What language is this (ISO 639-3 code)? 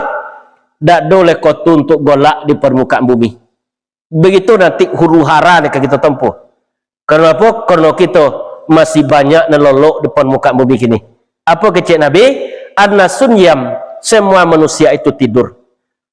min